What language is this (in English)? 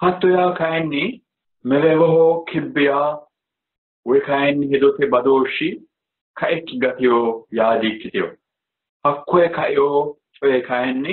Sidamo